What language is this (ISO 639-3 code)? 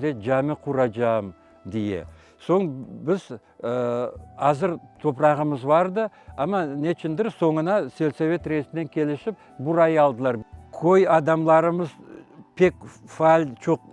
crh